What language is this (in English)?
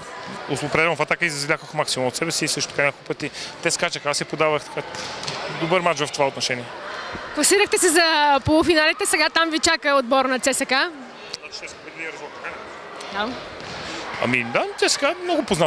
Bulgarian